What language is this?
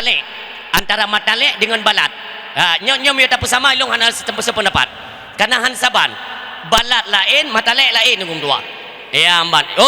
Achinese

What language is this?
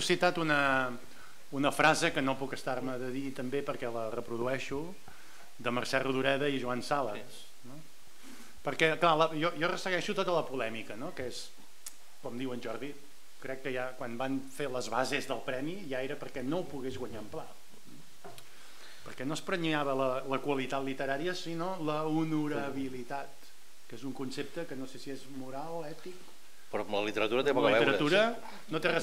Catalan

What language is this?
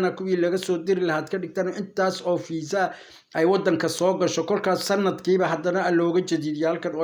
Somali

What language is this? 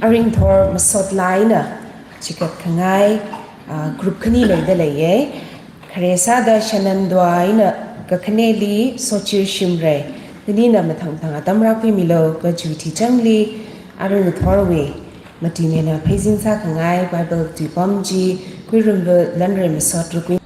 Tangkhul Naga (India)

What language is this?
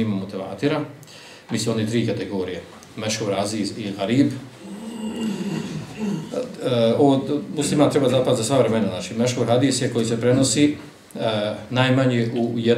Bosnian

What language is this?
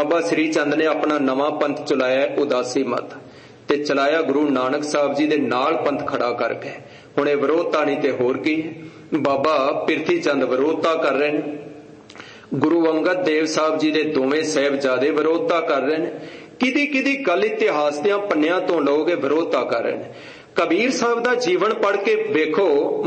Punjabi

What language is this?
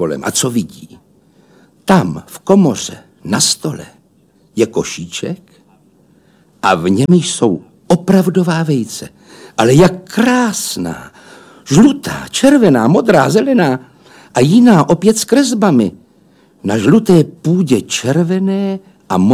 Czech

